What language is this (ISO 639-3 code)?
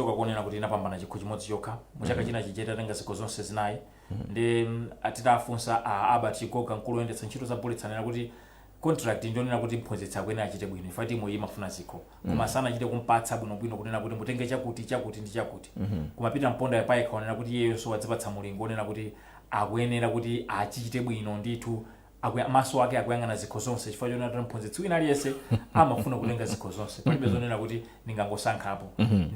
nya